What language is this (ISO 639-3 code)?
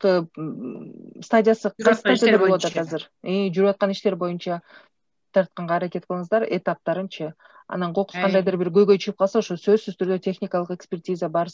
kir